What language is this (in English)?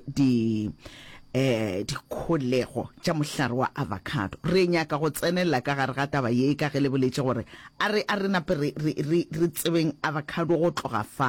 Northern Sotho